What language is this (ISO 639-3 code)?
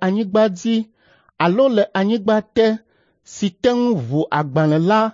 ewe